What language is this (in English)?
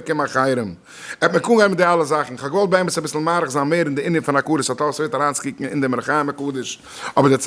Yiddish